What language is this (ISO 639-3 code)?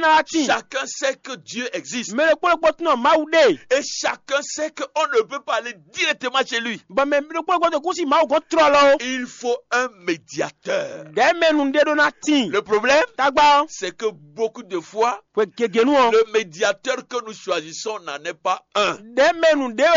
fon